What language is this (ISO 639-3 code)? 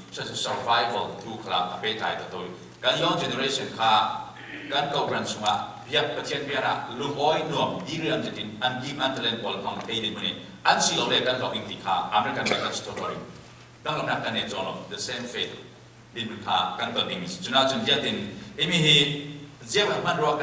cfm